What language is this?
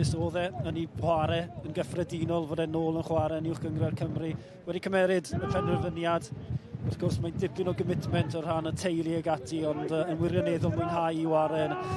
Welsh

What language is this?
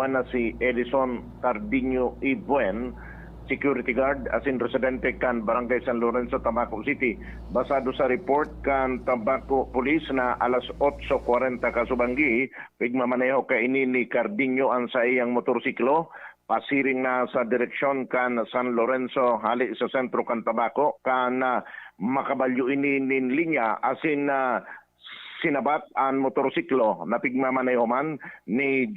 Bikol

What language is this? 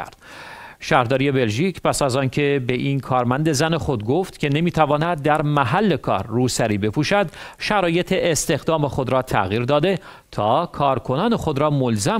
Persian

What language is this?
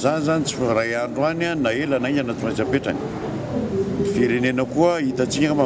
Malagasy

